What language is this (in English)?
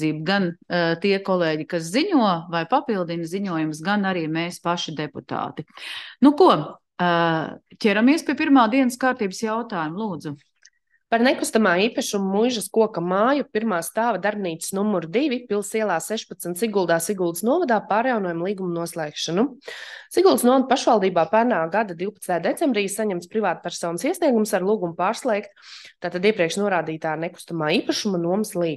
Latvian